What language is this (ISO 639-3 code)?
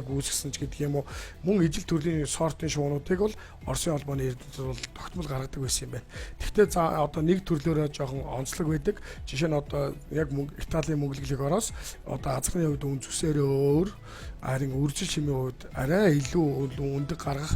mon